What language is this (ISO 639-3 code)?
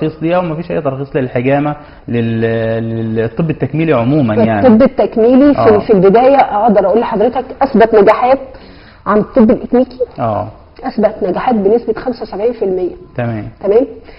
arz